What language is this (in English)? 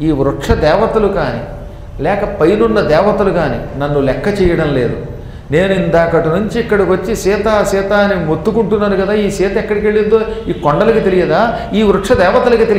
Telugu